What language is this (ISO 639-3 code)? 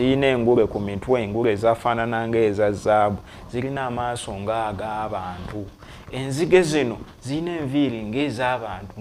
lug